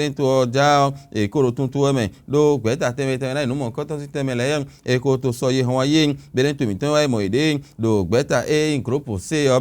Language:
Fon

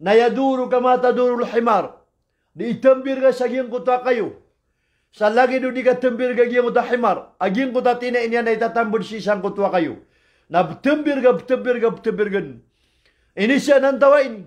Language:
Maranao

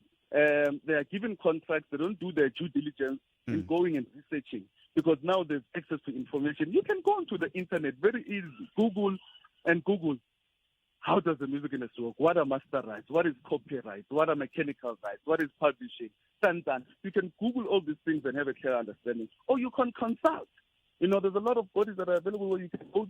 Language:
Tsonga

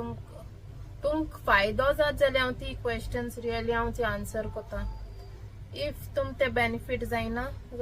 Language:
Konkani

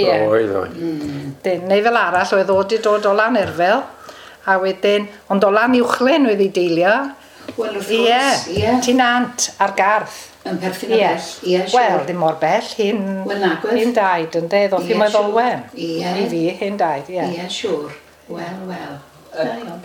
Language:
Welsh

